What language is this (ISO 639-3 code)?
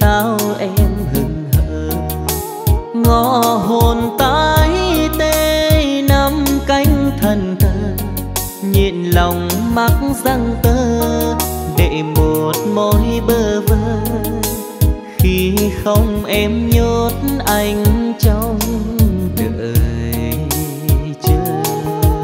vie